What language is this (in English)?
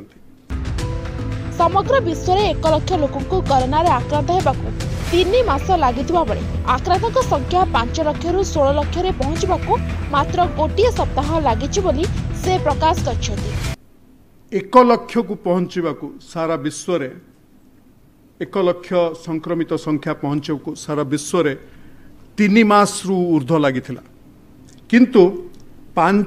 Odia